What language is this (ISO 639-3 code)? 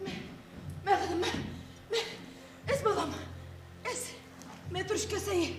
bak